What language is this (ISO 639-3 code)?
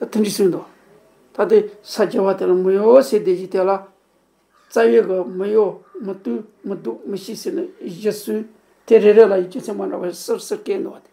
bod